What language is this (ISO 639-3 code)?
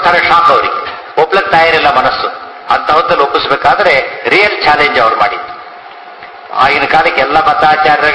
kan